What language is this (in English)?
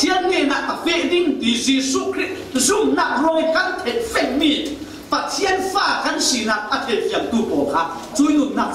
Falam Chin